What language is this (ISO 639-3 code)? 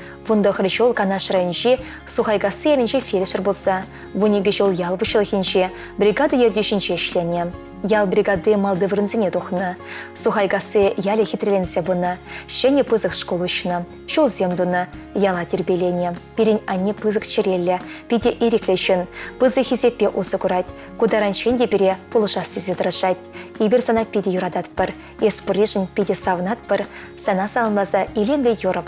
chv